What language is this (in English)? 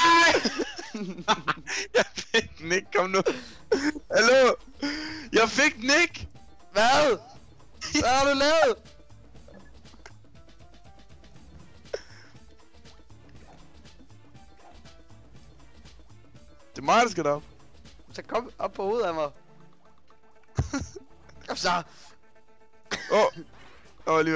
Danish